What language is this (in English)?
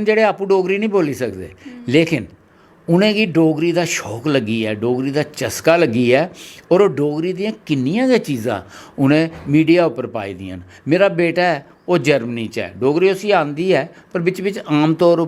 Dogri